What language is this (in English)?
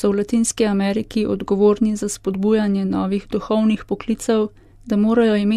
Slovenian